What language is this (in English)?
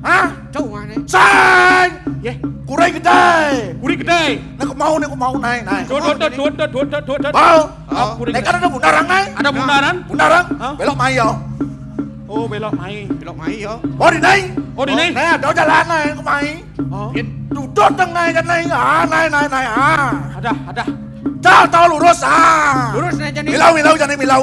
Balinese